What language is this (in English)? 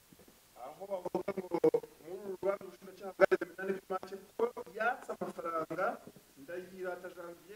Kinyarwanda